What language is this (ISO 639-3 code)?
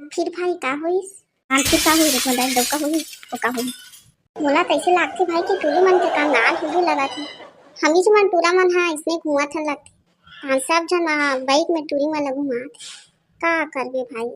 hne